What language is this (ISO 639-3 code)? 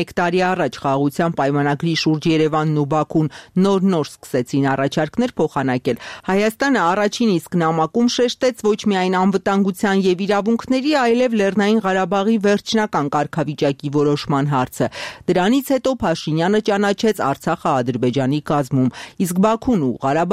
hye